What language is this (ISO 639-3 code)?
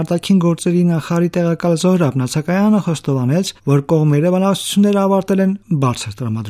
hye